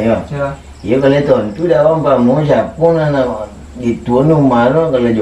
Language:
Minangkabau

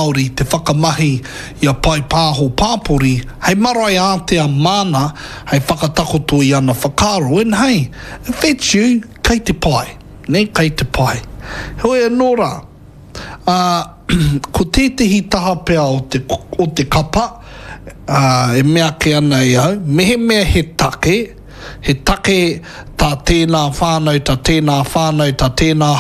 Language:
Māori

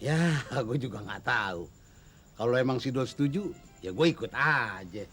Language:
Betawi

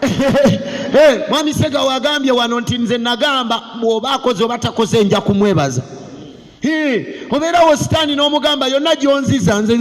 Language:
Ganda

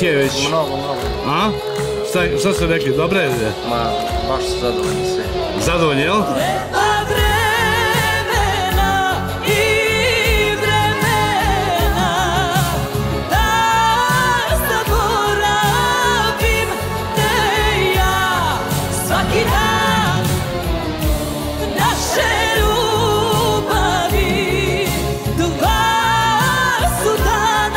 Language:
Serbian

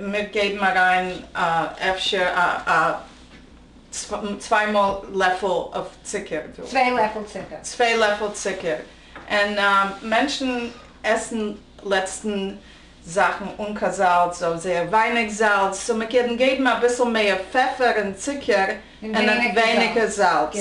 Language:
Yiddish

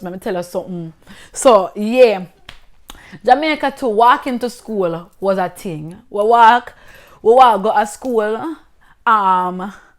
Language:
Jamaican Creole English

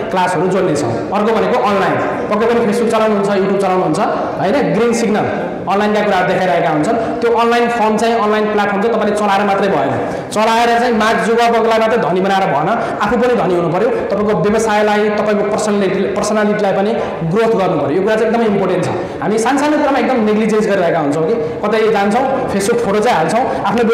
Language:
Nepali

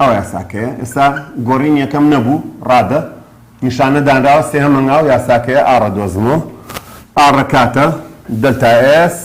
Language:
Central Kurdish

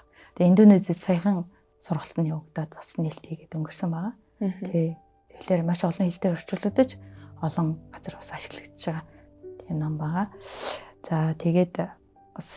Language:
Mongolian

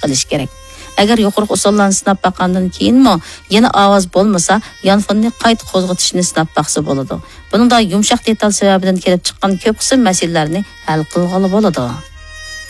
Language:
Uyghur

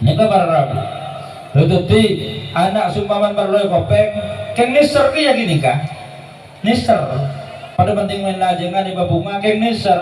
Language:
Madurese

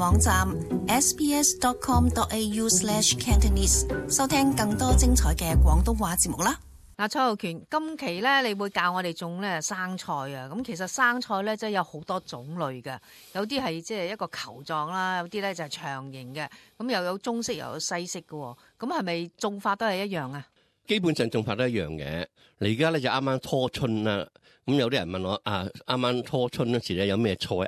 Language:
Cantonese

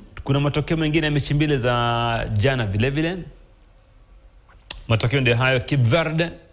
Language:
Swahili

